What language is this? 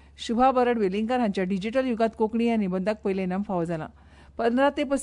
Konkani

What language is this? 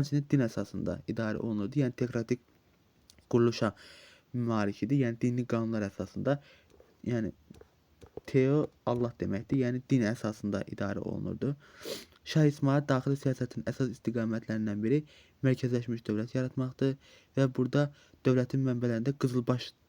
Azerbaijani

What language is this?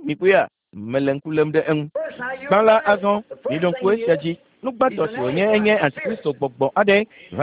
Ewe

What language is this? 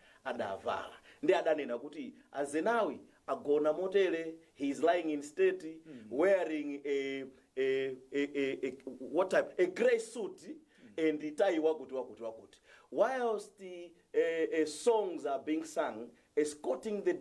Nyanja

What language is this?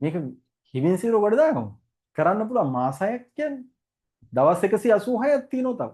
Sinhala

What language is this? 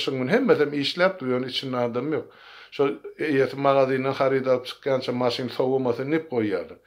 Turkmen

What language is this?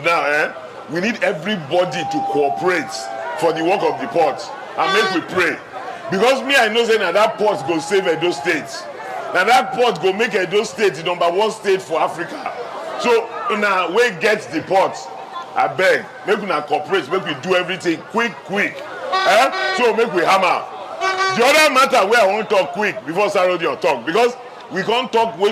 Nigerian Pidgin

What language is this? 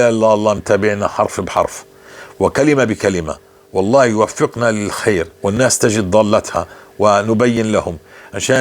North Levantine Arabic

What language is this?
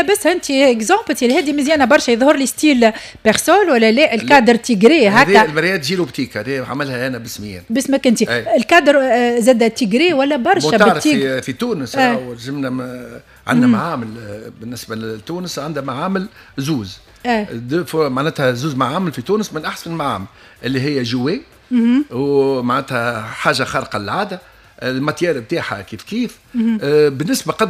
Tunisian Arabic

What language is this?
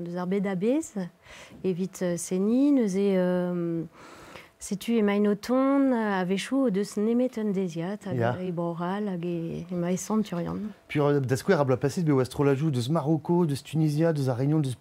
Breton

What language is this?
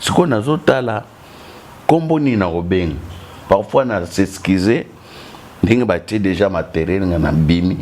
Lingala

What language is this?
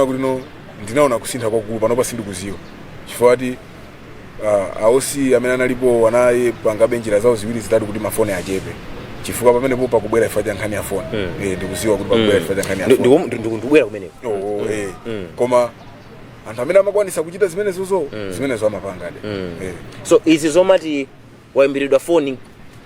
Nyanja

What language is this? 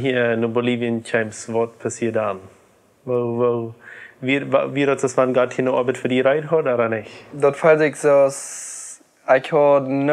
Plautdietsch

